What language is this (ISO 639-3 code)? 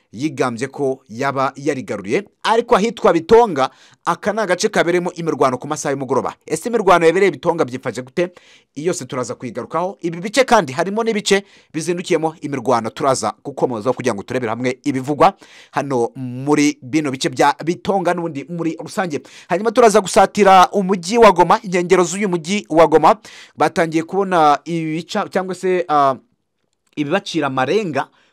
kin